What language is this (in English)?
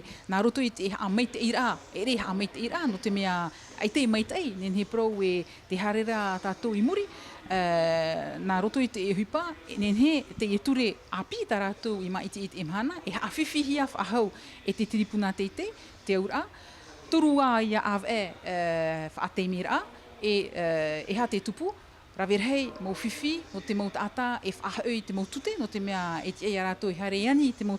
Tahitian